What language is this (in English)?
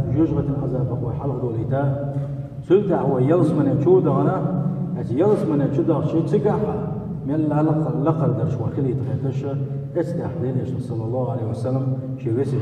Chechen